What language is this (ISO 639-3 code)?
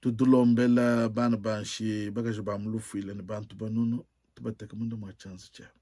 lua